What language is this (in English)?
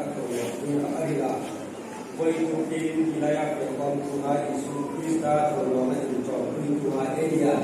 Hmar